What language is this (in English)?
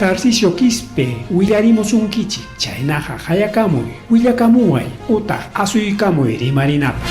Ayacucho Quechua